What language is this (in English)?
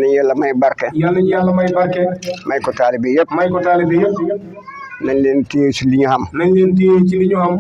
Wolof